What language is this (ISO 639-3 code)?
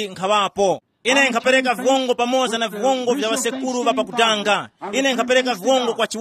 tum